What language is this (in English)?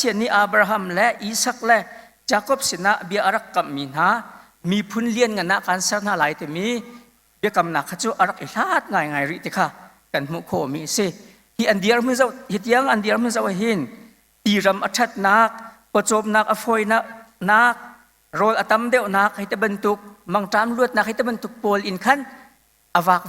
Hakha Chin